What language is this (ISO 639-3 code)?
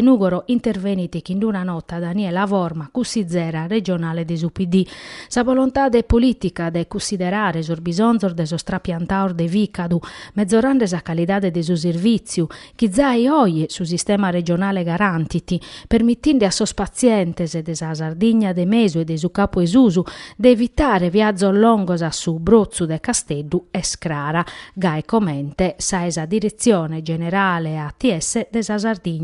srd